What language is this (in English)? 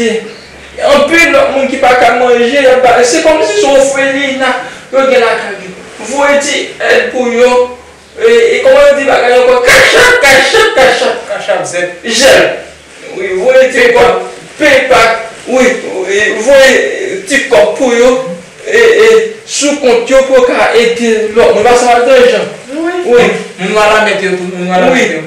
Haitian Creole